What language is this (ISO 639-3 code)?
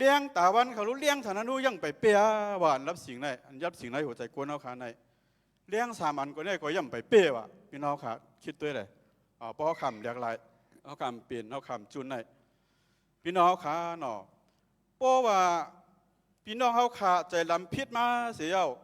shn